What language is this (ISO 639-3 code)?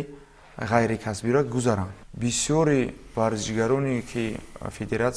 tgk